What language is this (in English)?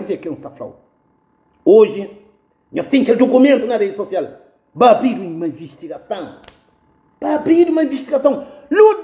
Kabuverdianu